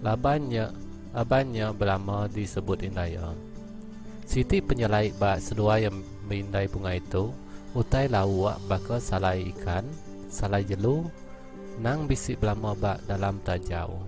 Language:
Iban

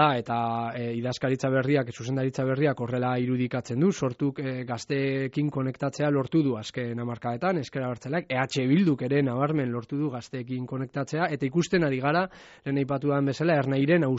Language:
Basque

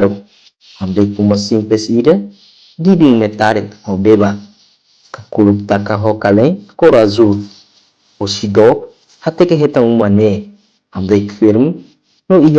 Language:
Tetum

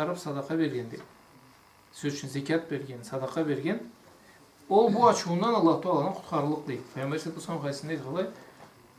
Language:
Karachay-Balkar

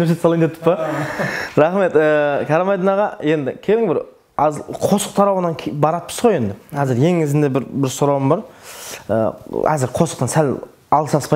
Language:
Kara-Kalpak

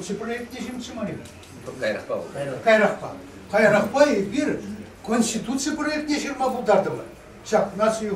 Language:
Chuvash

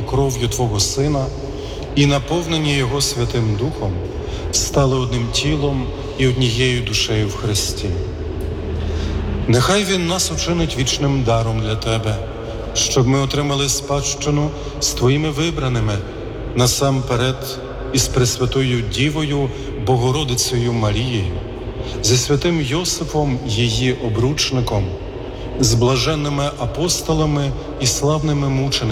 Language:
Ukrainian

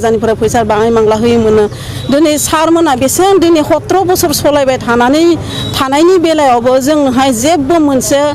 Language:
Bodo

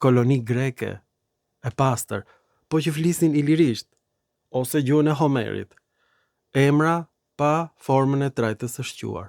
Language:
Albanian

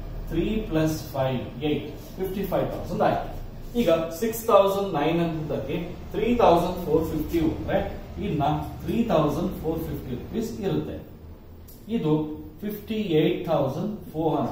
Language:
Kannada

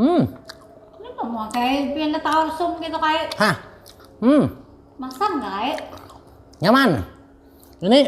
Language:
Banjar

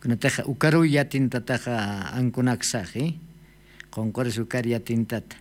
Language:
Aymara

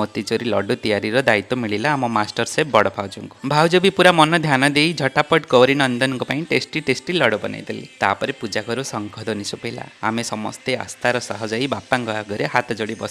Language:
Odia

